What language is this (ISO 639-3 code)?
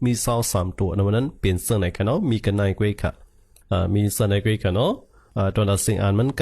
shn